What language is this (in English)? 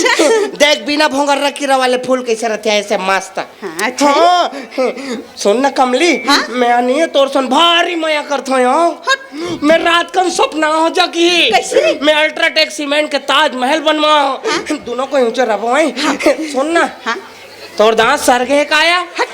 Chhattisgarhi